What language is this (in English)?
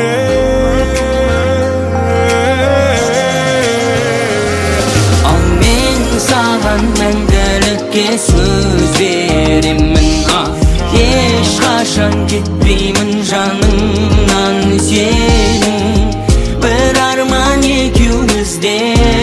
Kazakh